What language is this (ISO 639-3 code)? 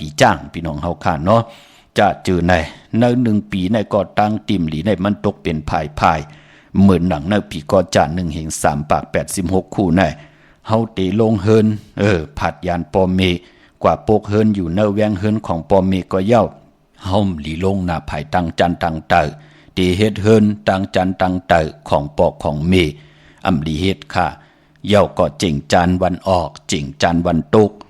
shn